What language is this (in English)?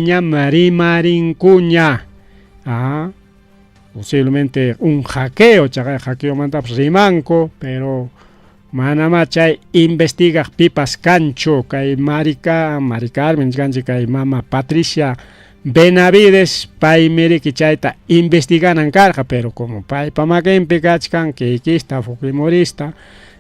Ayacucho Quechua